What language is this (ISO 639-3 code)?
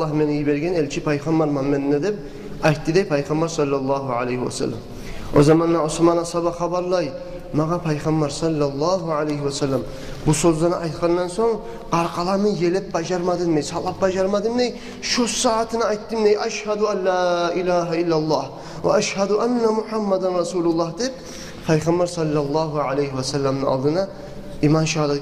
kum